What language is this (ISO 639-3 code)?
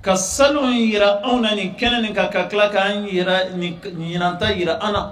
bam